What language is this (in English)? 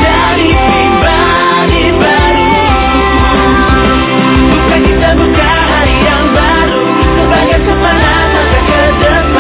Indonesian